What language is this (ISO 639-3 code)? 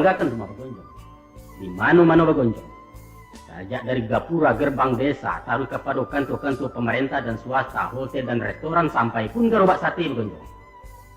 min